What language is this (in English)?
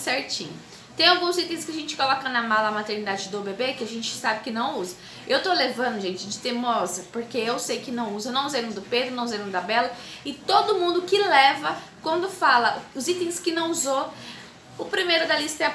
Portuguese